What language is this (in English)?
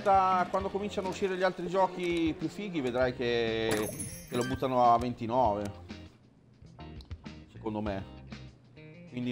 Italian